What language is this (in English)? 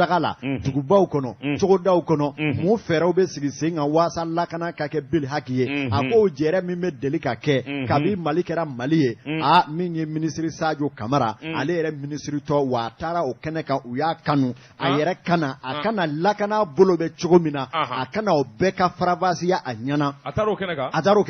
Bambara